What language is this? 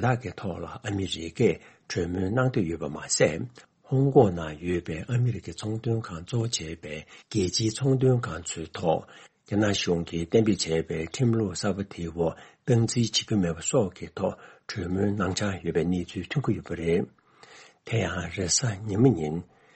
Tibetan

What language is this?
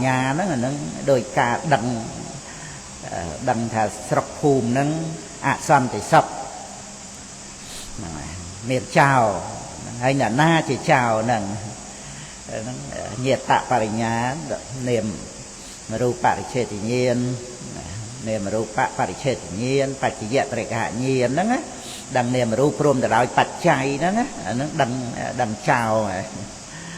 Khmer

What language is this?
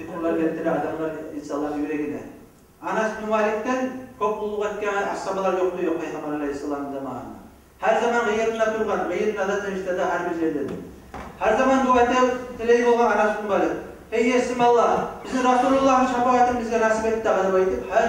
Kumyk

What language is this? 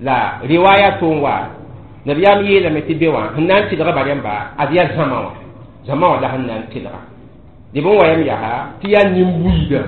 Mossi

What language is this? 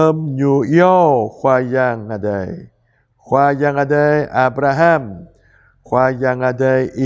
Jarai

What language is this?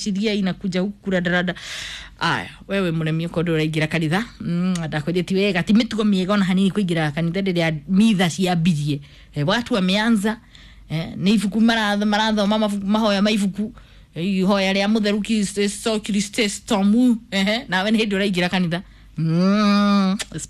Kikuyu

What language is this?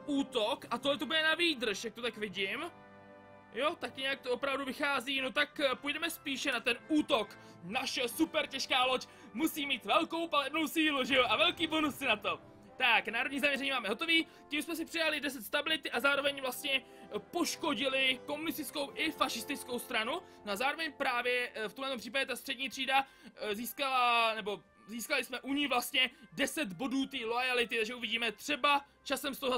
Czech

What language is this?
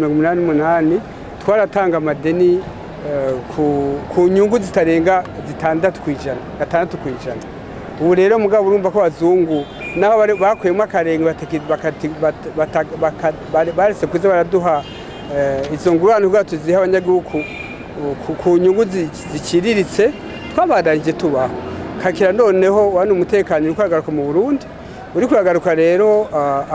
Rundi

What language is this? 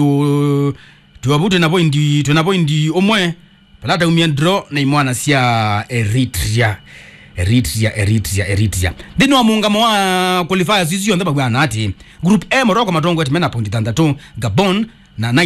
Kamba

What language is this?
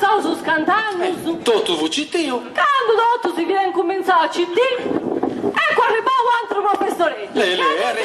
Sardinian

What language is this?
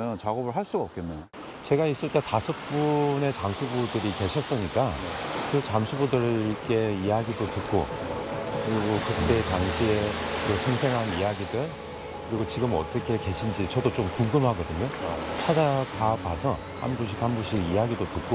Korean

